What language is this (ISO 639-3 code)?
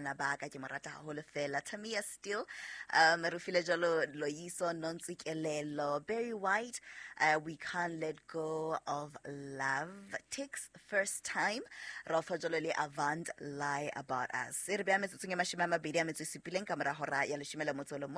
sot